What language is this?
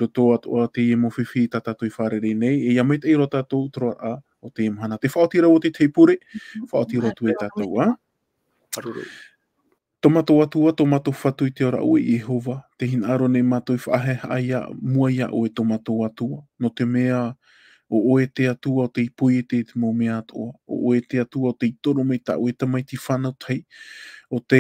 Tahitian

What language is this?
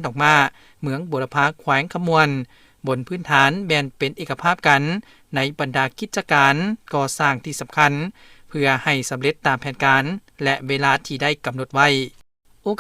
Lao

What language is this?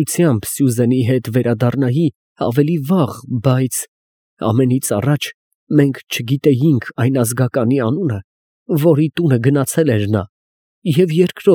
Armenian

